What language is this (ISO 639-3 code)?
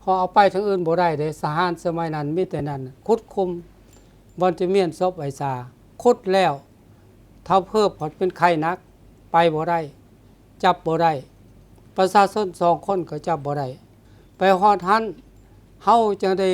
lao